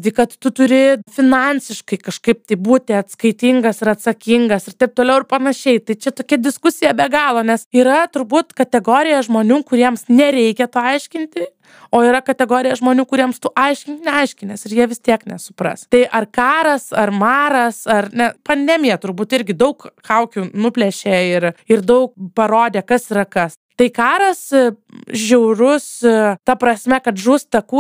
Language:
Lithuanian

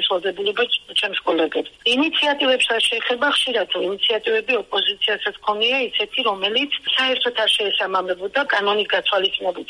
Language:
Georgian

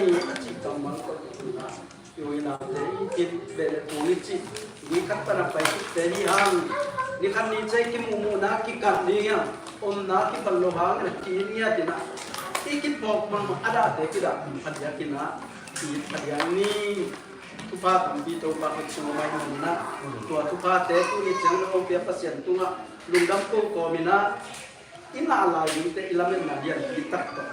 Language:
Tedim Chin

